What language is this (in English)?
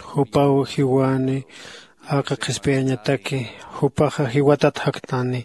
Aymara